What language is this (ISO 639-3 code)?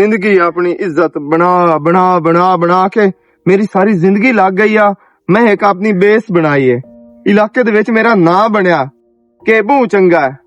lah